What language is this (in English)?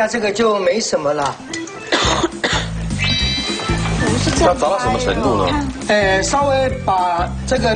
Chinese